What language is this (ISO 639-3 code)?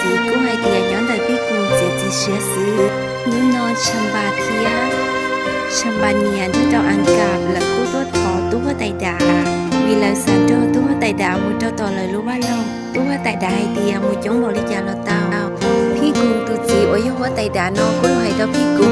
hmn